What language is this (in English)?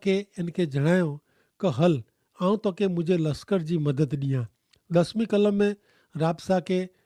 Kachhi